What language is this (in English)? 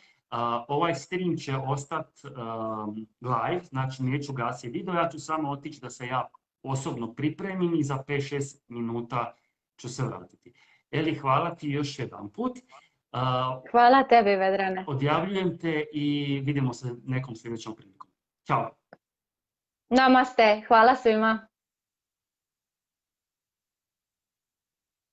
Croatian